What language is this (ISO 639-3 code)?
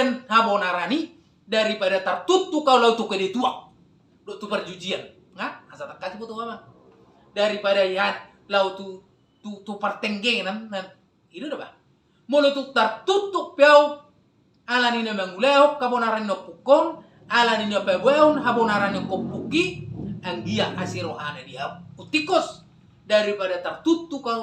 bbc